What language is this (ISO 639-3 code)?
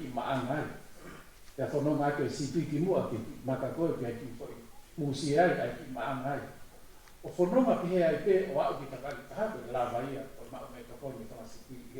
ton